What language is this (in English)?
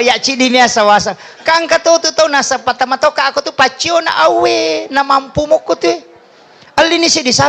Buginese